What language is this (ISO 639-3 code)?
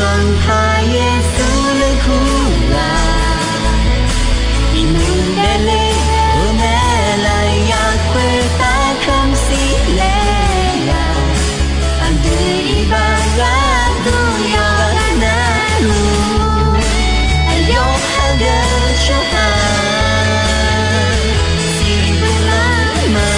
ahk